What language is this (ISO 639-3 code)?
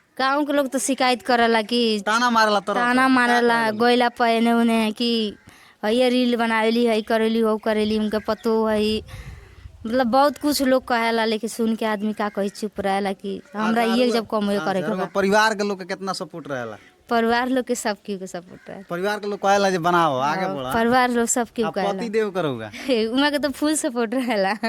bho